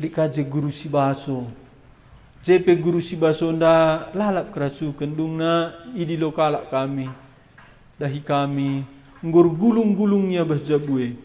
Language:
Batak Karo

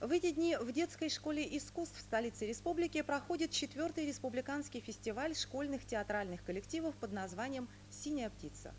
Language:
Yakut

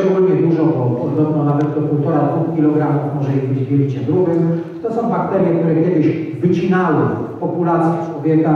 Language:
Polish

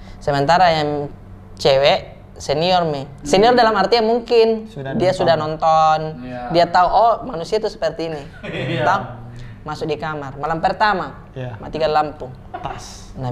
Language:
Makassar Malay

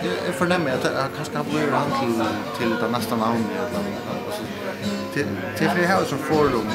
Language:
Faroese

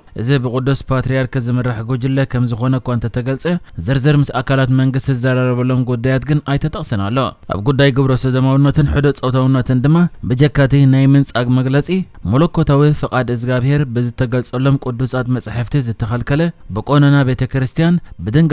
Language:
Tigrinya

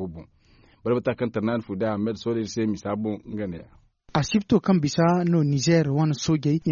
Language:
Zarma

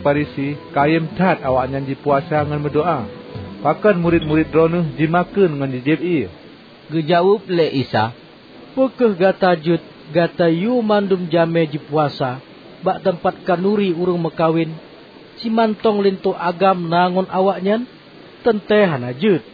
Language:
Achinese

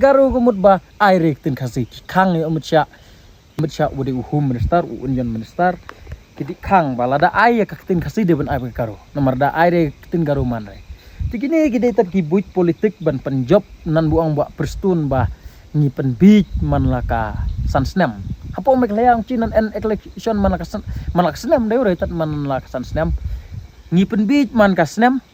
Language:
Khasi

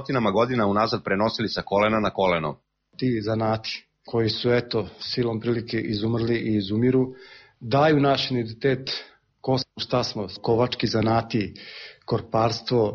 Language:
Serbian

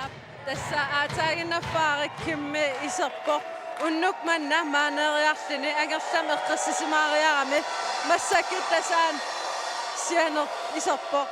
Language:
Kalaallisut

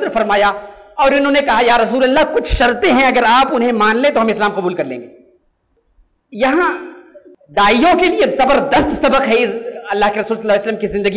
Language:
Urdu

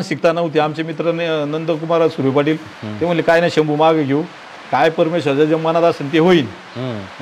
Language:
Marathi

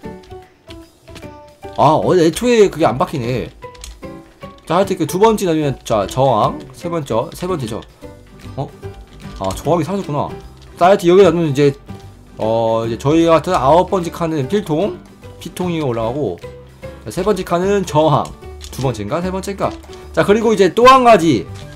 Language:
Korean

